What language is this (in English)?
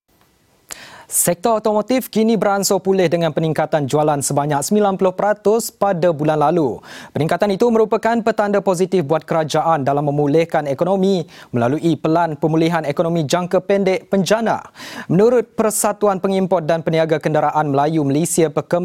Malay